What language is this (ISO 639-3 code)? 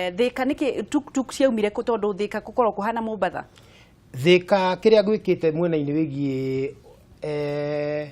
kik